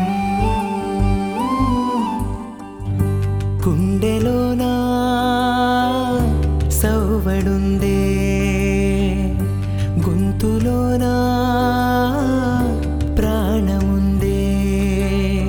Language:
Telugu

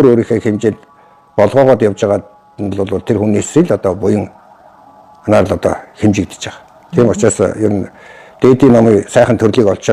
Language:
Mongolian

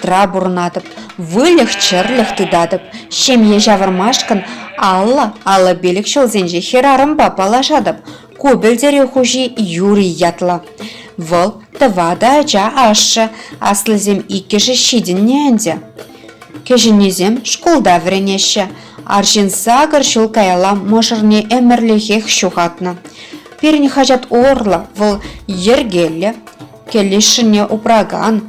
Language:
Chuvash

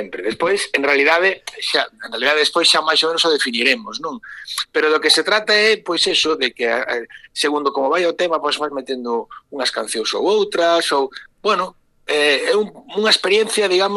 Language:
Galician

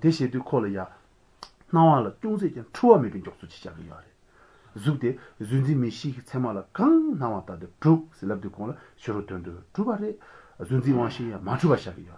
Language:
Latvian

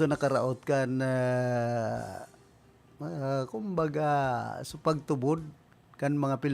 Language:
Bikol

